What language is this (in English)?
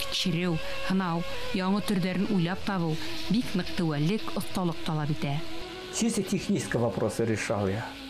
Bashkir